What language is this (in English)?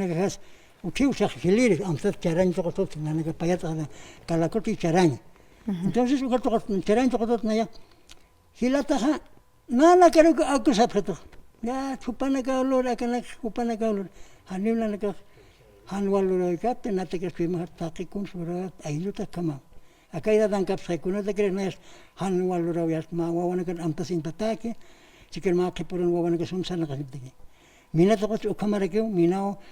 Aymara